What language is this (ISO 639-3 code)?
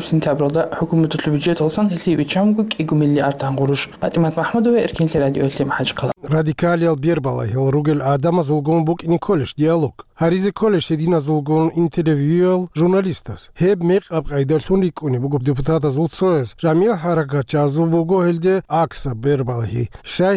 ava